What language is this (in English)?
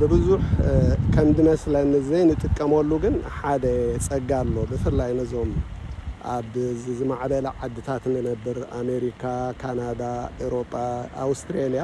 Tigrinya